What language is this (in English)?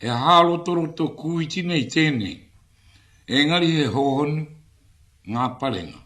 Māori